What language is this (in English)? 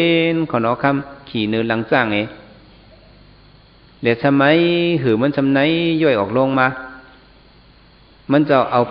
Shan